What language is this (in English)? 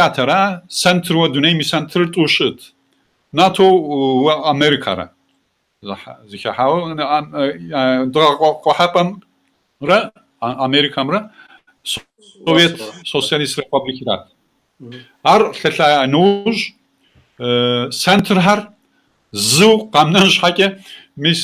Kabardian